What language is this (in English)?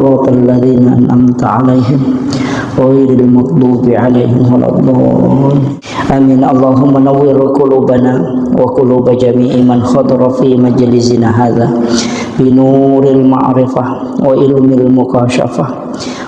Buginese